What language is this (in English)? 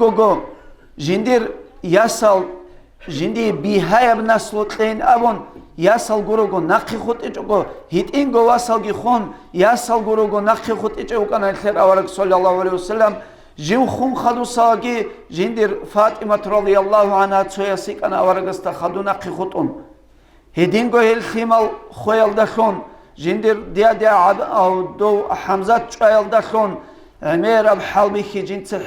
Avaric